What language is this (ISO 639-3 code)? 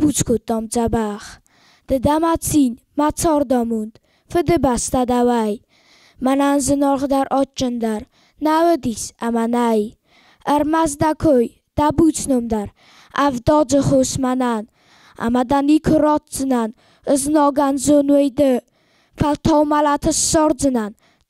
oss